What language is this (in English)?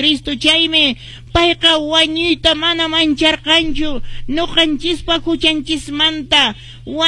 Quechua